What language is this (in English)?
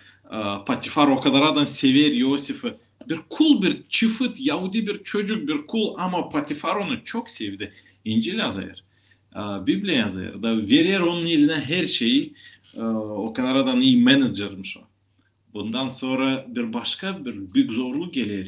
Gagauz